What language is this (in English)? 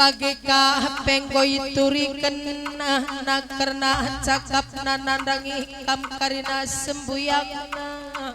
Batak Karo